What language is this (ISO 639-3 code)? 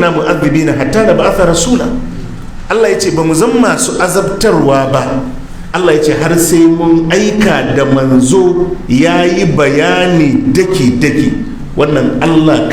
hau